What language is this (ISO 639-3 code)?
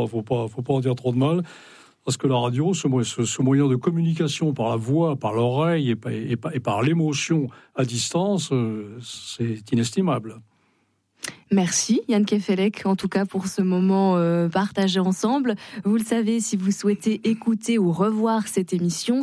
fra